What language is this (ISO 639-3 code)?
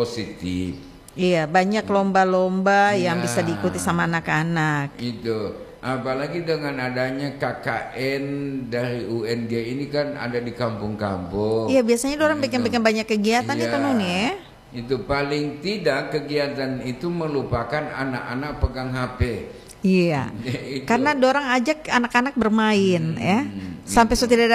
ind